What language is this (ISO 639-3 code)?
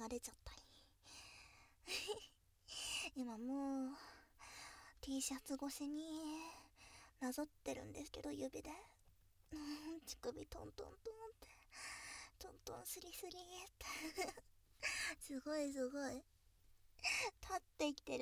jpn